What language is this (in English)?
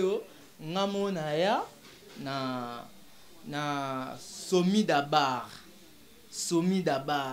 Lingala